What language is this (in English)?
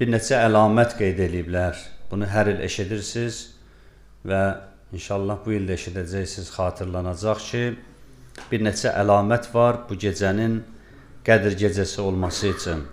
Azerbaijani